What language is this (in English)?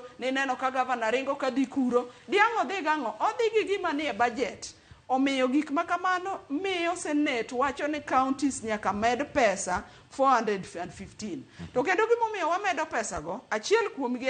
Luo (Kenya and Tanzania)